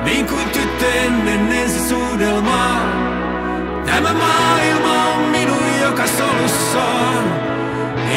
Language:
Finnish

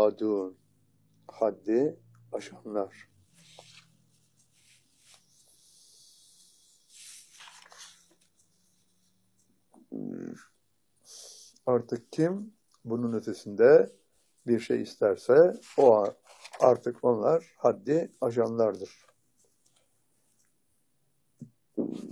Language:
Turkish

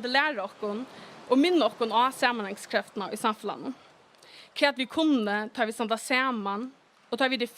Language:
Faroese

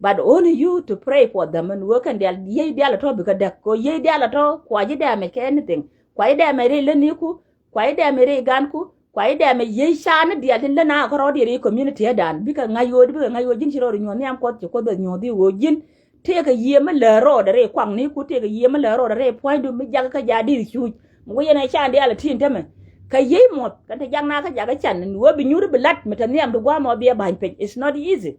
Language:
Nuer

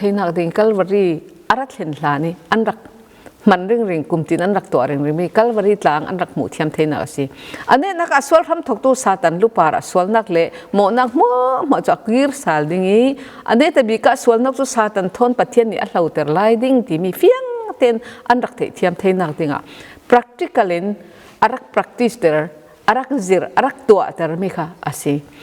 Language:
Falam Chin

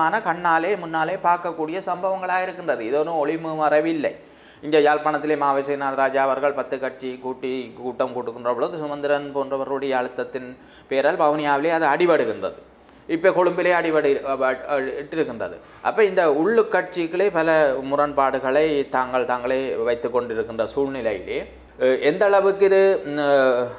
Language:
Tamil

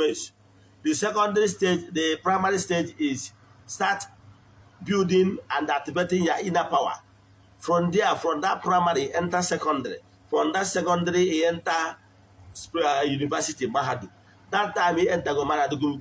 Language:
Igbo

